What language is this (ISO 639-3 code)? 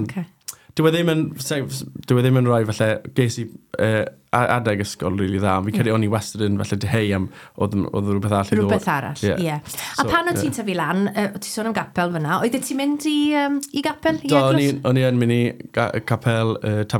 cym